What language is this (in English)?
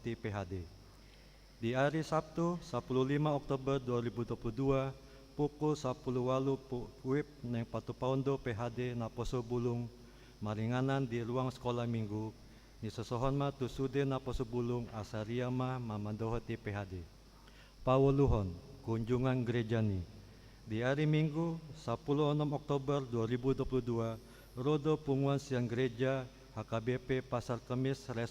Batak Toba